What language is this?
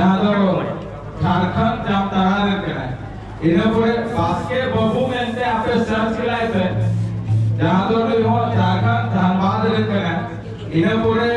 Santali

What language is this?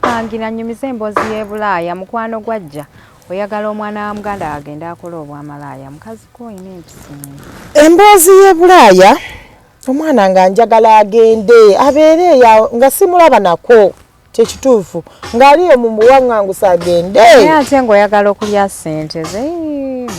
Ganda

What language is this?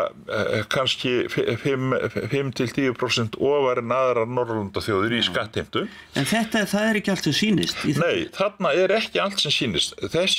Icelandic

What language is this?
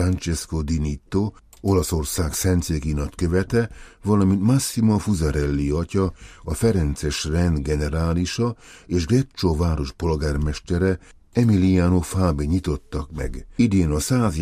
Hungarian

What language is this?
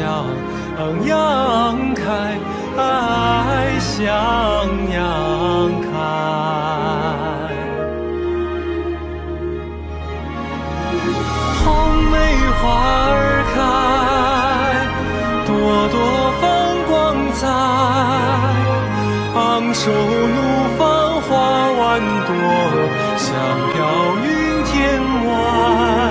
Chinese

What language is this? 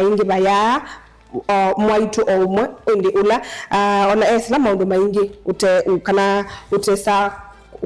Kamba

